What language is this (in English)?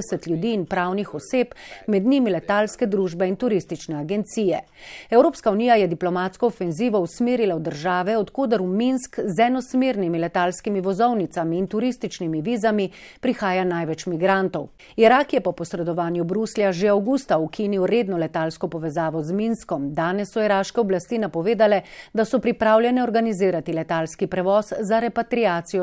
Slovenian